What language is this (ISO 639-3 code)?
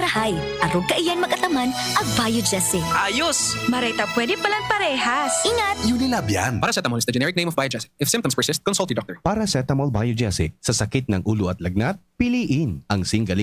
bik